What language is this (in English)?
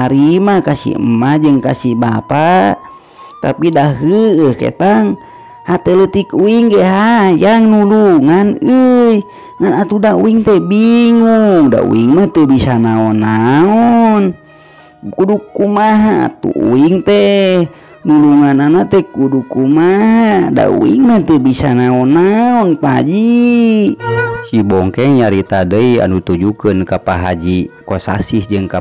Sundanese